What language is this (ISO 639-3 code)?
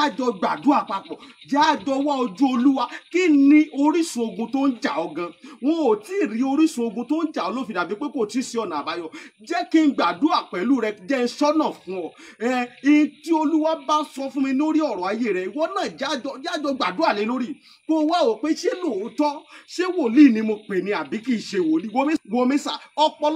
yor